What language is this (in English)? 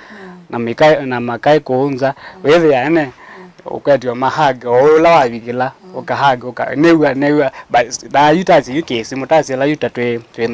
Kamba